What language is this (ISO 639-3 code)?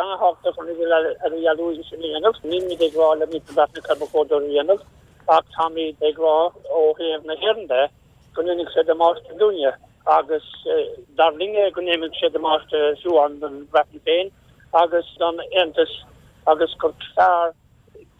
gle